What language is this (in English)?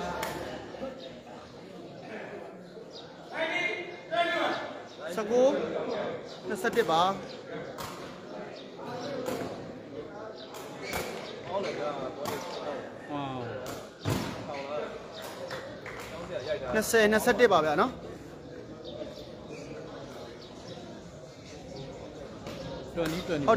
Burmese